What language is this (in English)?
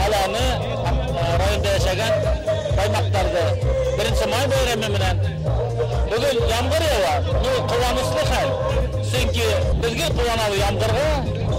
Bashkir